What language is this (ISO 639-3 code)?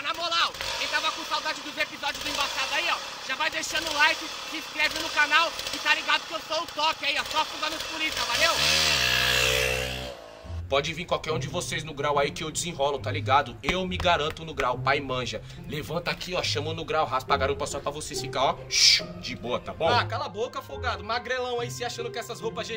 por